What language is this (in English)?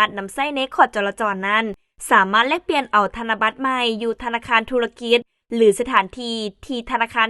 Lao